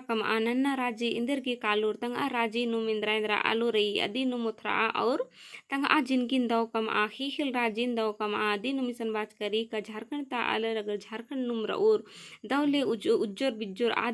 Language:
Kurukh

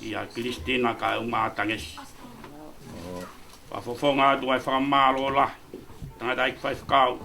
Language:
Tongan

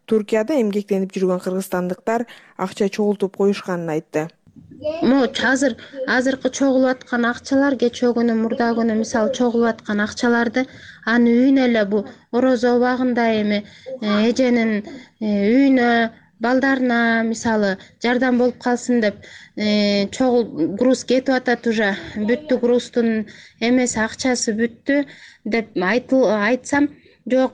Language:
Kyrgyz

